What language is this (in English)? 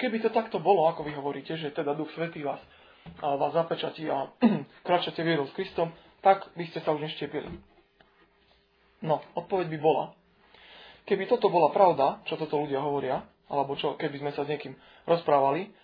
Slovak